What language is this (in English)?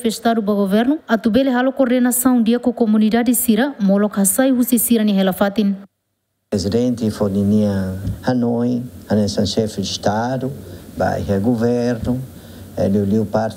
Tetum